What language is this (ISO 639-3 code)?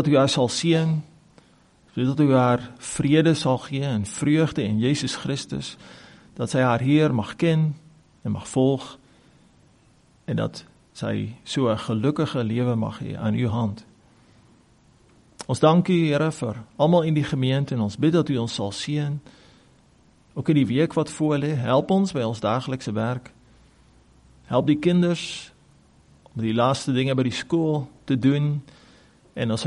afr